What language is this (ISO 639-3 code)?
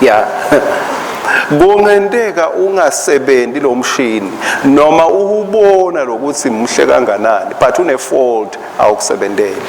ssw